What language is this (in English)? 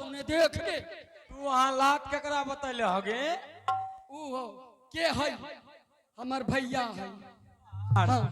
Angika